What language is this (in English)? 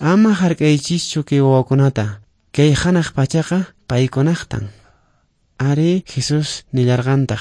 Quechua